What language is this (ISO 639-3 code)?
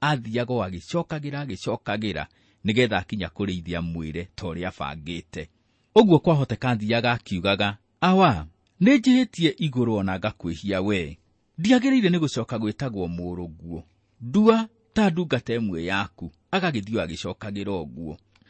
kik